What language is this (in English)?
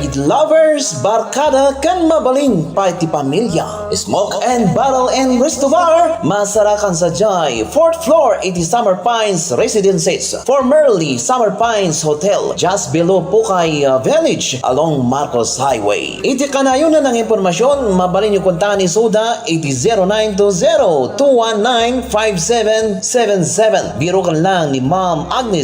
Iloko